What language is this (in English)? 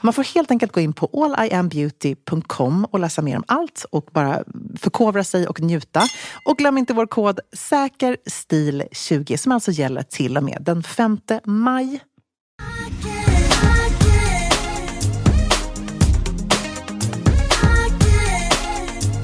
Swedish